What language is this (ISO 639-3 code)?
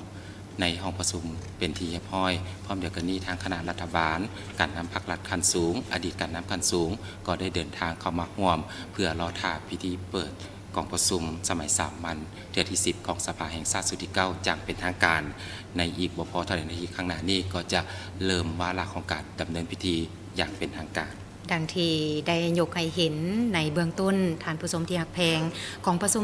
lao